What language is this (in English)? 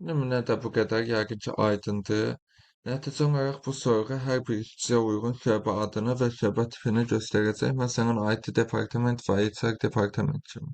Azerbaijani